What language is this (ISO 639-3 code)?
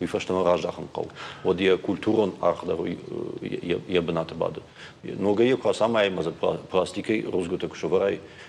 oss